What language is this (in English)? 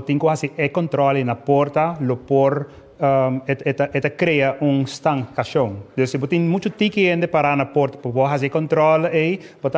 Papiamento